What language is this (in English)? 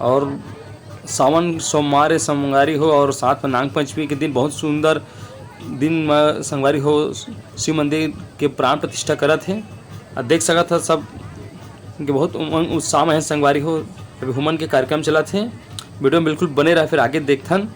Chhattisgarhi